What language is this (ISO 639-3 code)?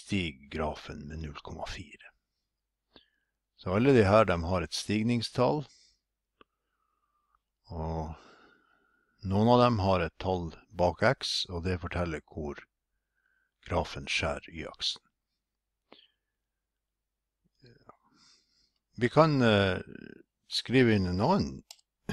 nor